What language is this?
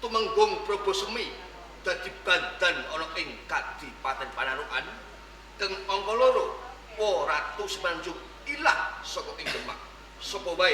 Javanese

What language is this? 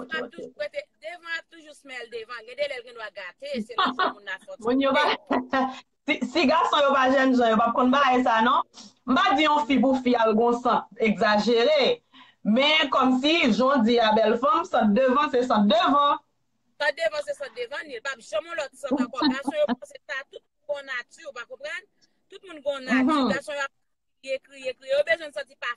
Haitian Creole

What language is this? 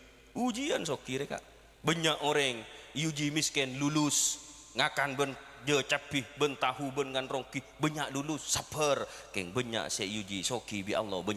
Madurese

